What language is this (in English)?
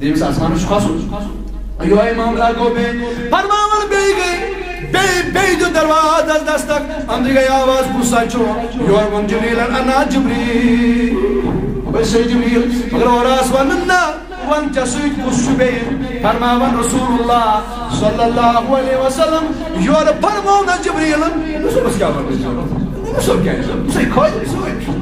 Kashmiri